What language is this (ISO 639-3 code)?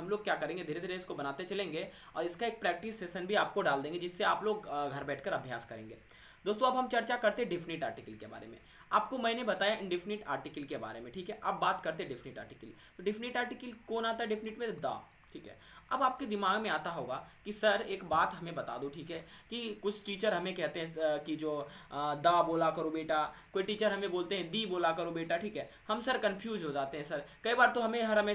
hin